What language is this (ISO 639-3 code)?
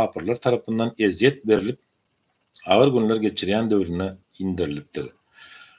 tuk